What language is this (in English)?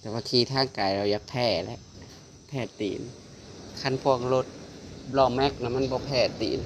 Northeastern Thai